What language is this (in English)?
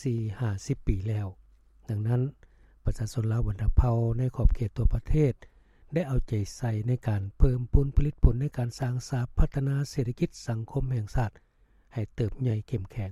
Lao